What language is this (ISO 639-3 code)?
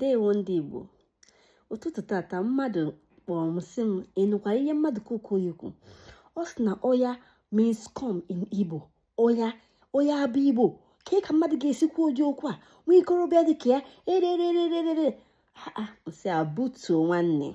ibo